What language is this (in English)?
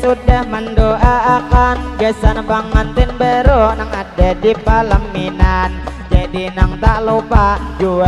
Banjar